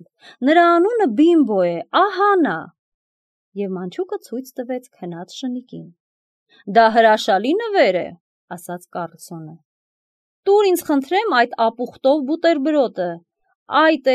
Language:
Armenian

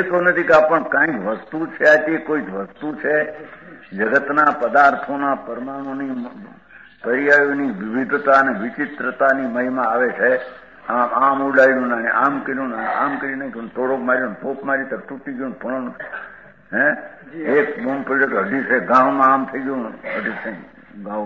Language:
Gujarati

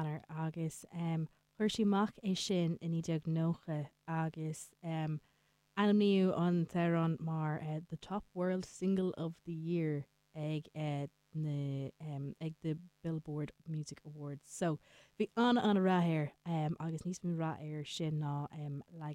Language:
Irish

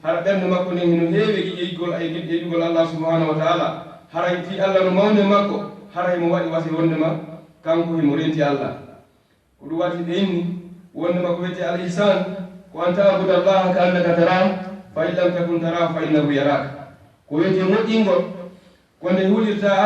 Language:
Fula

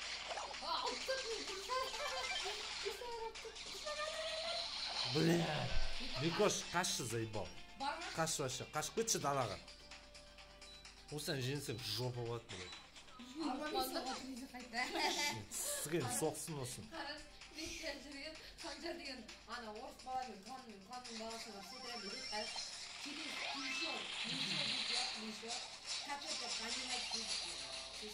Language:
Kazakh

